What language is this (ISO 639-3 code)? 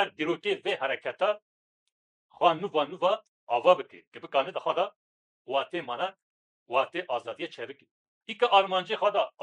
kur